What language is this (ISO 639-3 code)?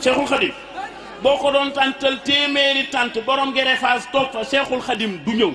wol